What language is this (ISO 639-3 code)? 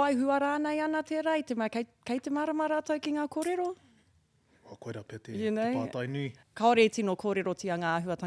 mri